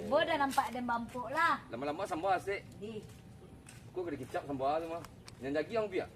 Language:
Minangkabau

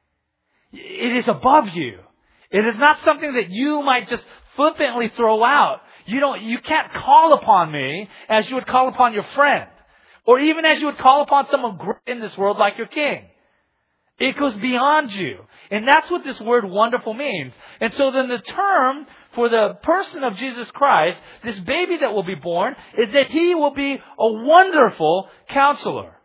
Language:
English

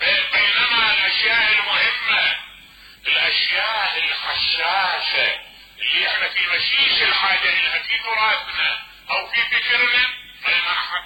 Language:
Mesopotamian Arabic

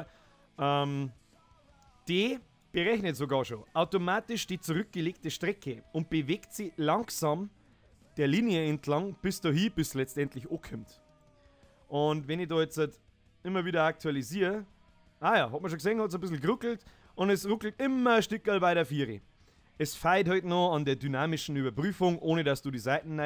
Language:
Bavarian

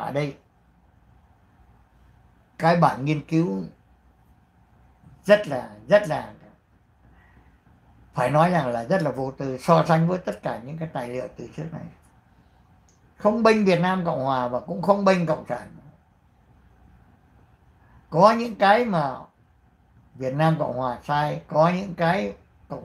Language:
Vietnamese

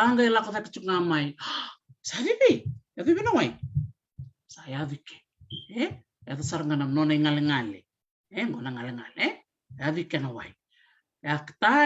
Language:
Fijian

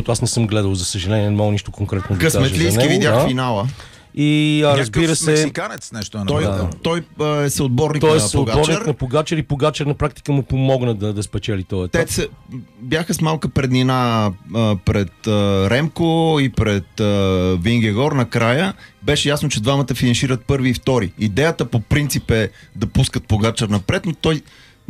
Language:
Bulgarian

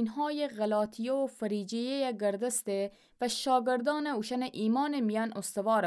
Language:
Gilaki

